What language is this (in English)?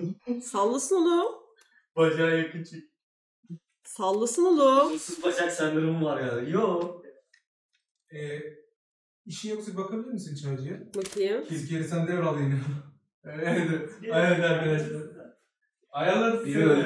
Turkish